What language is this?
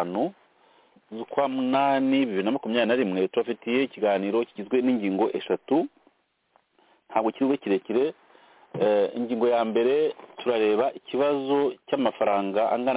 Kinyarwanda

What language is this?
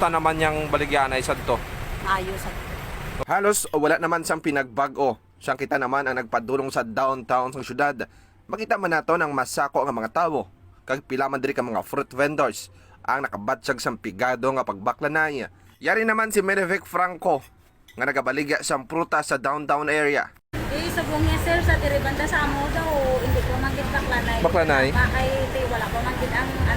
Hiligaynon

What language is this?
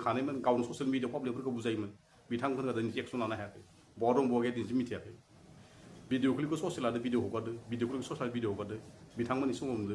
Bodo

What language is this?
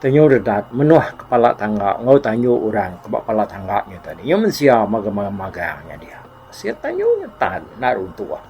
Iban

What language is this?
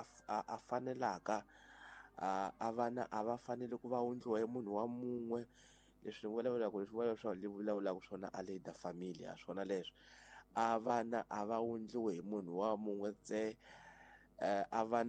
Tsonga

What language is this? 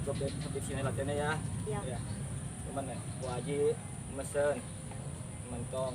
Betawi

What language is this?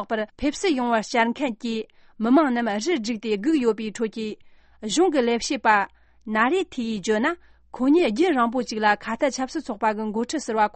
Tibetan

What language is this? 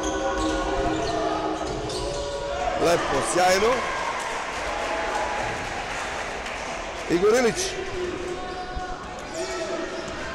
Serbian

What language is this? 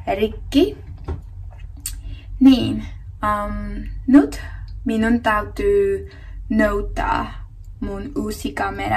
Finnish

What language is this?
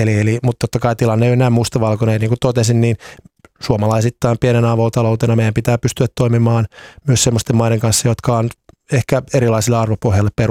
Finnish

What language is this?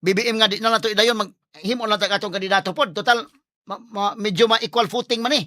Cebuano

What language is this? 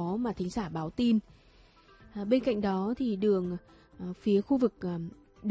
Vietnamese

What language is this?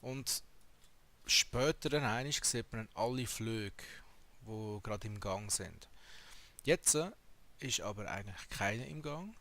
Swiss German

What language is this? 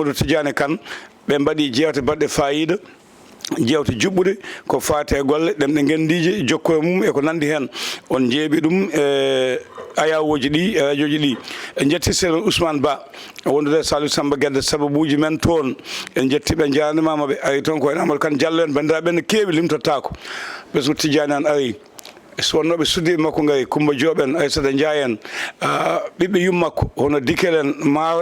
Fula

